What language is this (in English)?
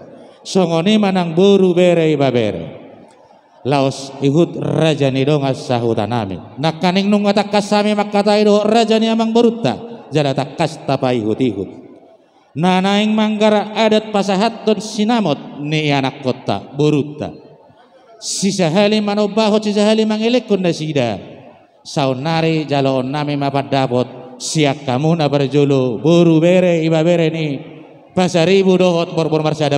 Batak Toba